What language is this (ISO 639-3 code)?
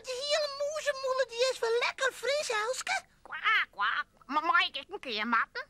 fry